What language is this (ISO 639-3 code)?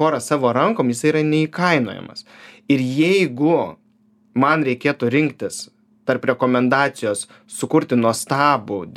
lit